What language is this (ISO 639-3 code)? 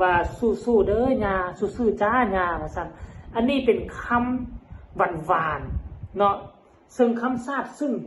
tts